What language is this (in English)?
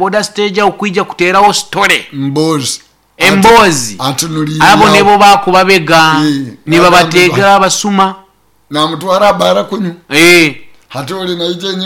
Nyoro